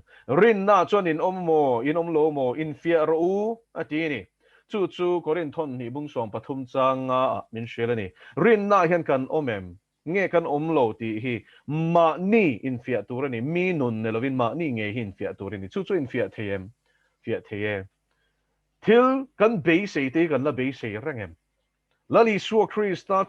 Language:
Mizo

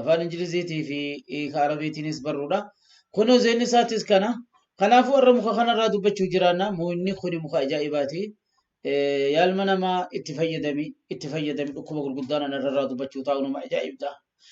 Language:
Oromo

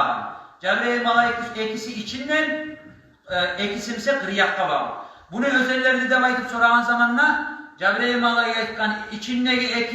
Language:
Kumyk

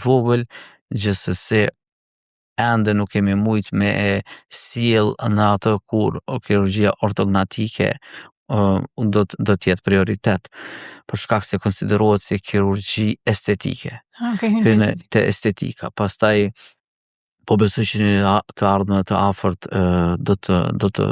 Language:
Albanian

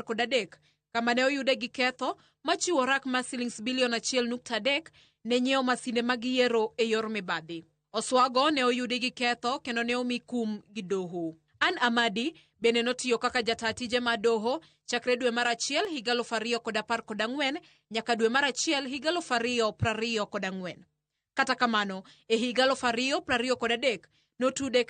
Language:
Luo (Kenya and Tanzania)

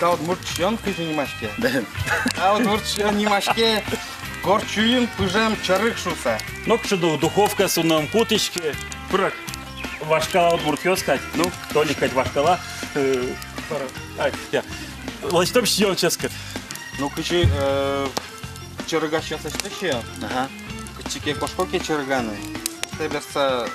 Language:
Udmurt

